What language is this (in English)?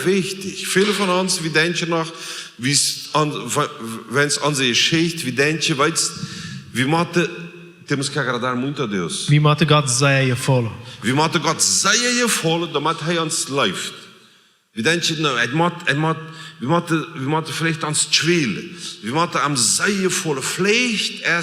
Plautdietsch